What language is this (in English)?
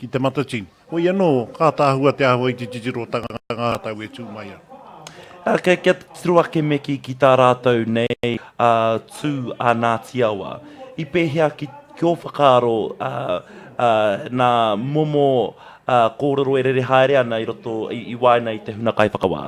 Māori